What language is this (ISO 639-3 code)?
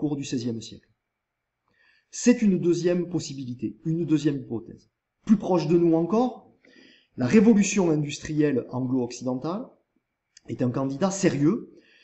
fra